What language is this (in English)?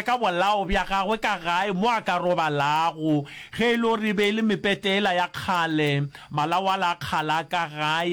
Northern Sotho